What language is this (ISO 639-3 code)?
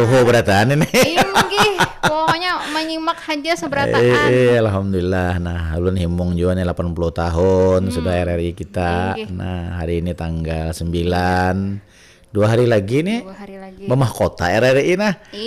bjn